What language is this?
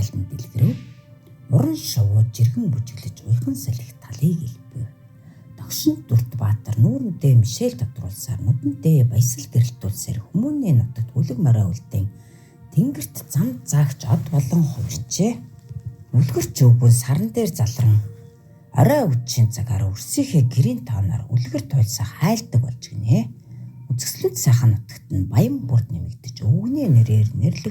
Mongolian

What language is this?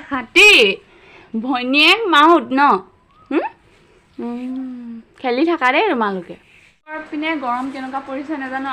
Assamese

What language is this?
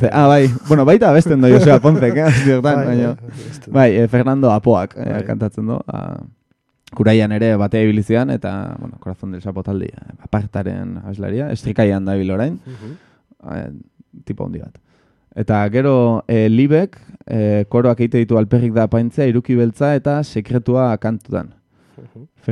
Basque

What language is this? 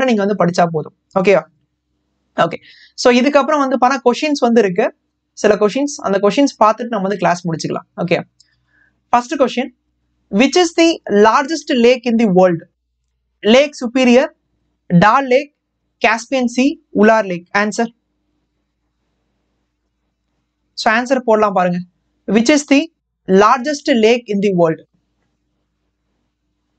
Tamil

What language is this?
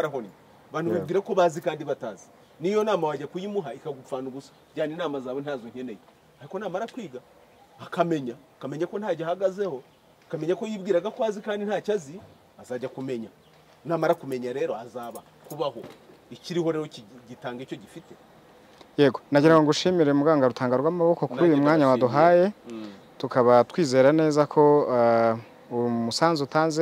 Kinyarwanda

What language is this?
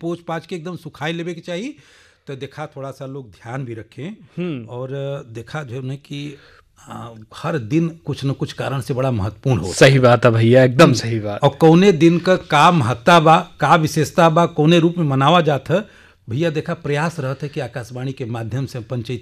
Bhojpuri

